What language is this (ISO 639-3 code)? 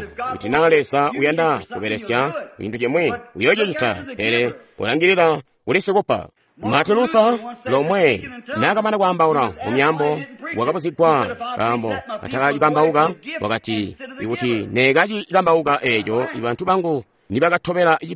toi